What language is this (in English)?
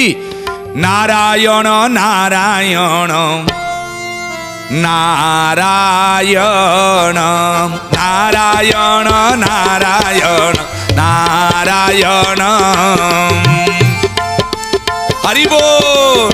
Odia